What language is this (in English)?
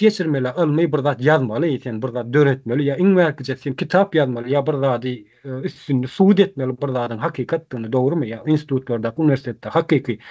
Turkmen